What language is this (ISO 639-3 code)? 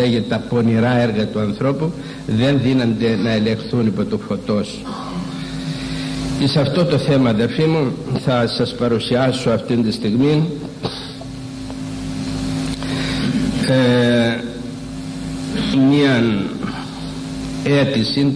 ell